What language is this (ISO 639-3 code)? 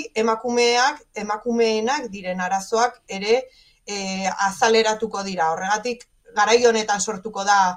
eus